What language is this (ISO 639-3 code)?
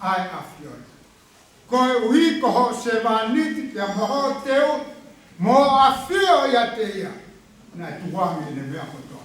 ton